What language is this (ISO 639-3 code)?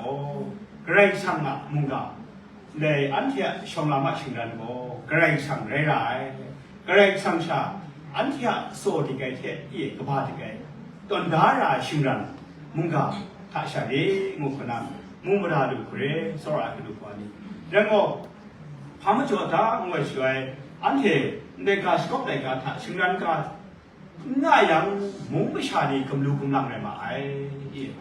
kac